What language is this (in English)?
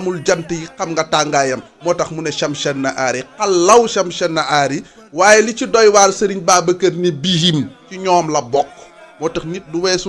Wolof